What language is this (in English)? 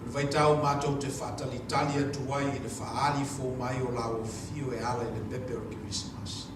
Samoan